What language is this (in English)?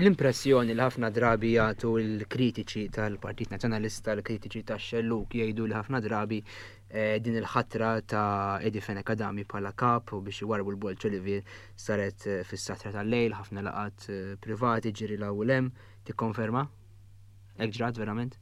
Maltese